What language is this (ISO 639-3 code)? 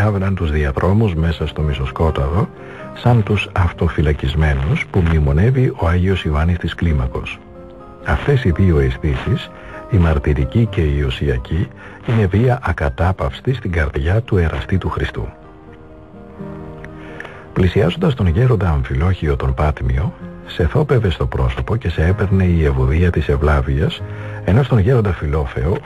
ell